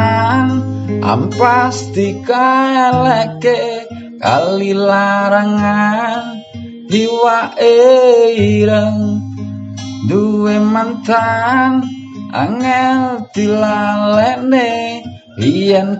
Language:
Javanese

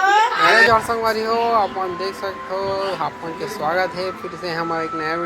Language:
Chhattisgarhi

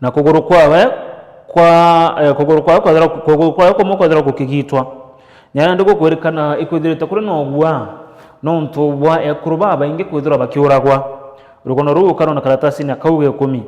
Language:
Meru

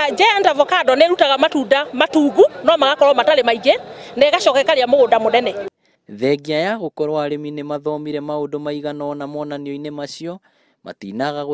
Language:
Kikuyu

